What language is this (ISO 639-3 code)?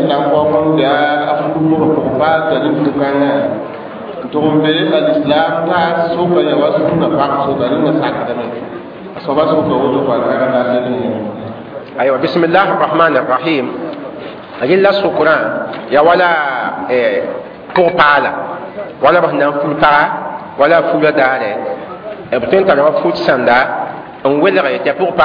mos